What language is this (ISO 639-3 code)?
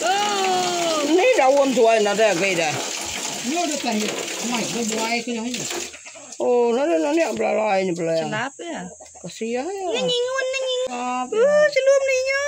iba